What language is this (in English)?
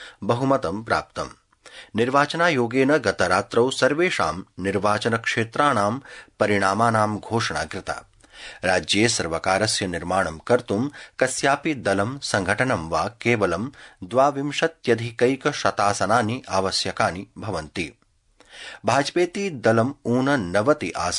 Sanskrit